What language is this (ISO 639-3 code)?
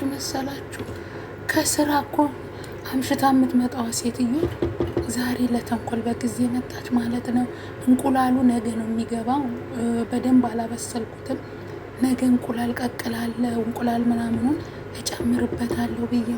amh